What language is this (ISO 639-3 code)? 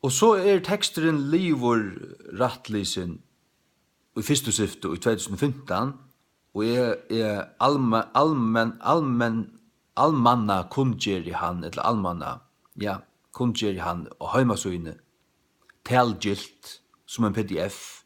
fao